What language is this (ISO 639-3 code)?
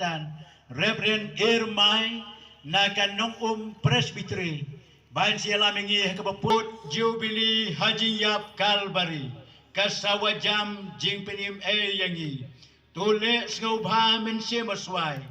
kha